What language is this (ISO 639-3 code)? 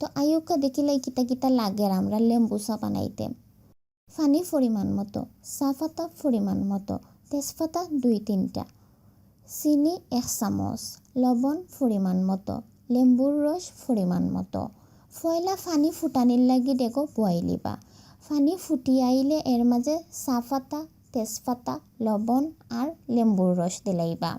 syl